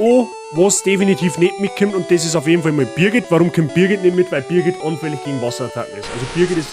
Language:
Bavarian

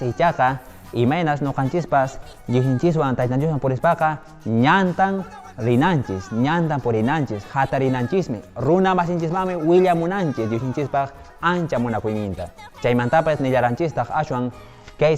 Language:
Quechua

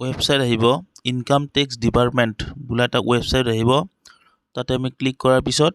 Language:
Assamese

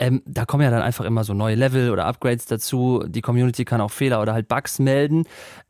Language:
German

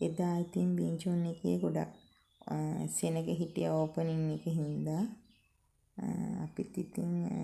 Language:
Sinhala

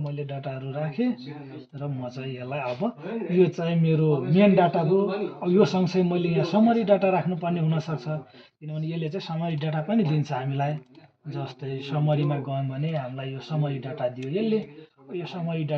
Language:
Nepali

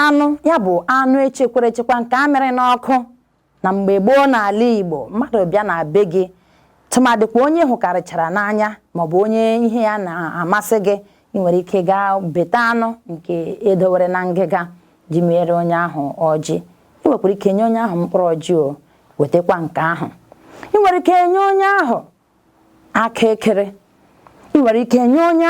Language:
Igbo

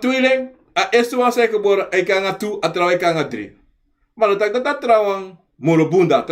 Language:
Sranan Tongo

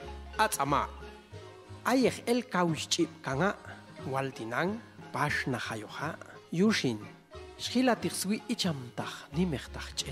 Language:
Popti'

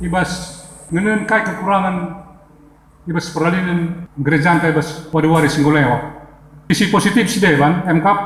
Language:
Batak Karo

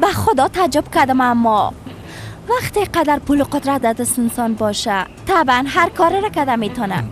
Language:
Persian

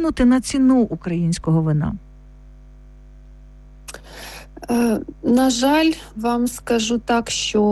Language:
Ukrainian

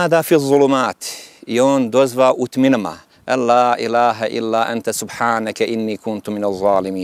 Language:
Bosnian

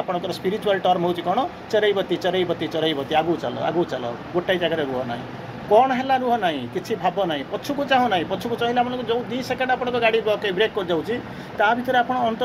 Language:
Odia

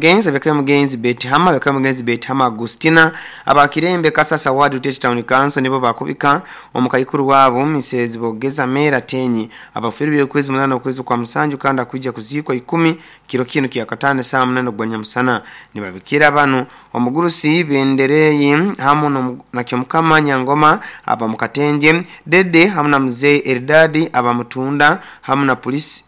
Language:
Nyoro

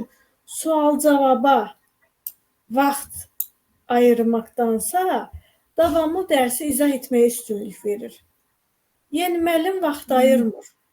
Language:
Azerbaijani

